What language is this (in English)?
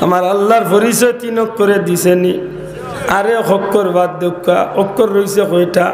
Sylheti